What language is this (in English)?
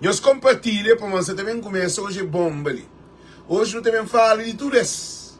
Kabuverdianu